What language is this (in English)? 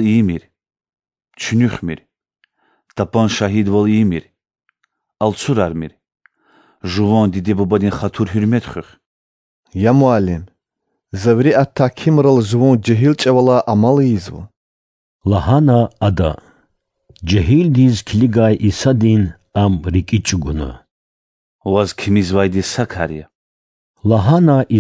Lezghian